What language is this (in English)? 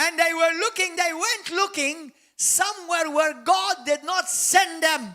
English